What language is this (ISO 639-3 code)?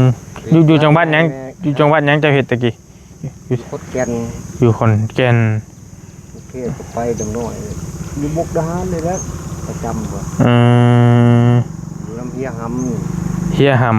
tts